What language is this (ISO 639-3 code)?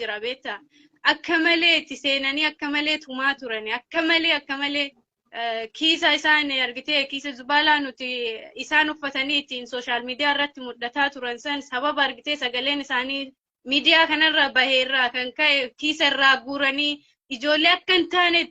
orm